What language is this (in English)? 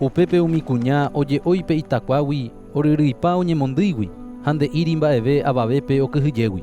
Guarani